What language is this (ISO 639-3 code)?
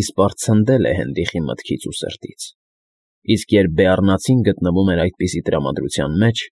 hye